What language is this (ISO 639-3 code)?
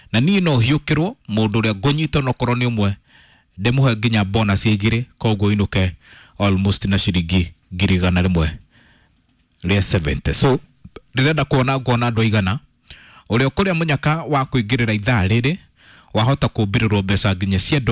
kik